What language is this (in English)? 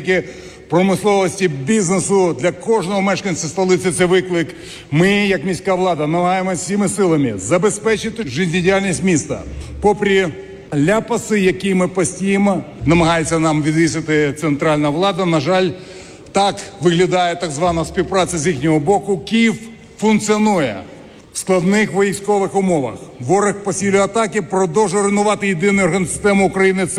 Ukrainian